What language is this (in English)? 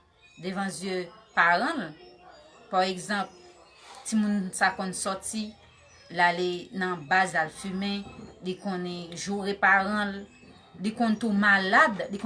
Haitian Creole